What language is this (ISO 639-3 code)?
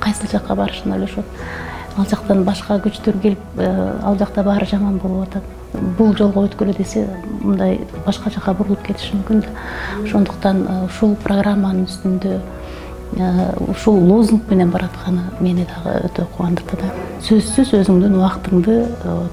kir